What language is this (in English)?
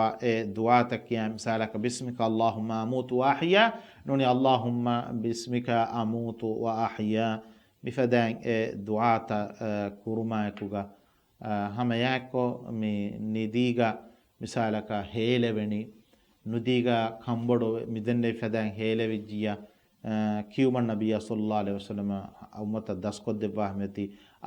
Divehi